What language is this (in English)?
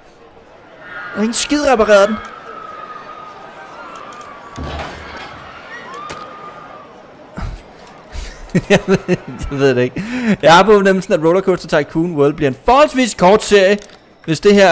Danish